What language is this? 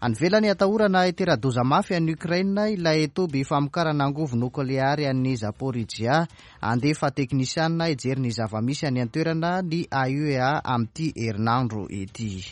Malagasy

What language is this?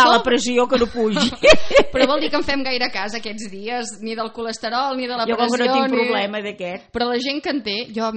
Catalan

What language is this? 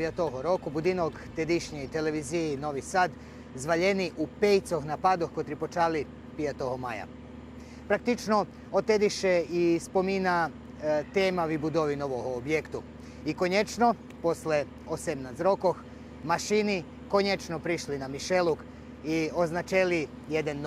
Rusyn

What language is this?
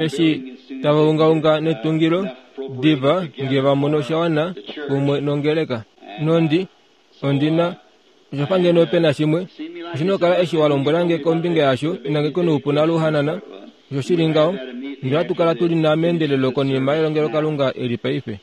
Kuanyama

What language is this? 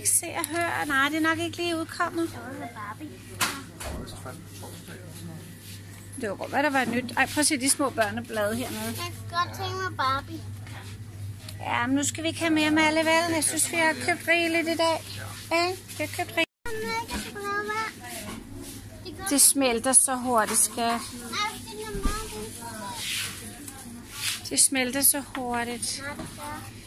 Danish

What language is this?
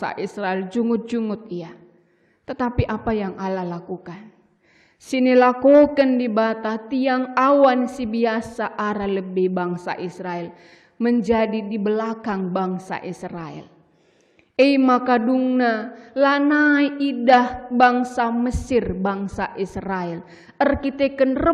Batak Karo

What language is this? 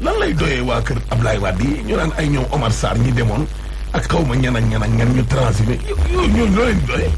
Wolof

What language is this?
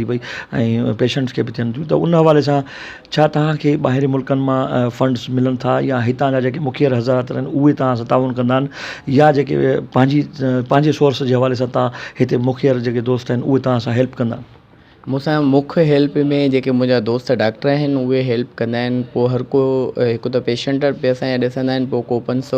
Sindhi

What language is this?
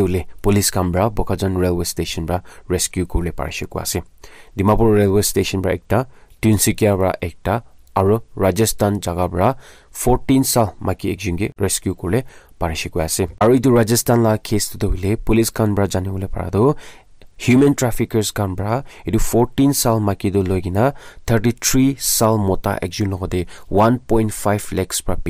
Naga Pidgin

